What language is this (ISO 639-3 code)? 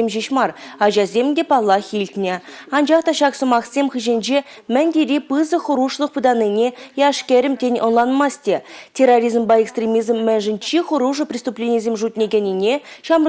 chv